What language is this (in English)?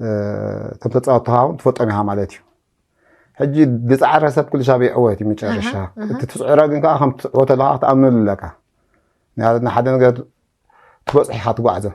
Tigrinya